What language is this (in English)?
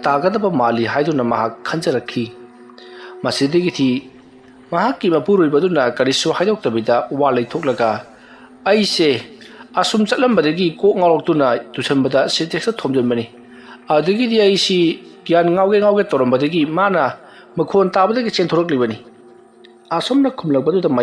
Manipuri